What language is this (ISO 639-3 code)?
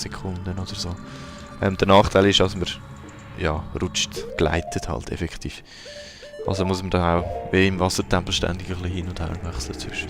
gsw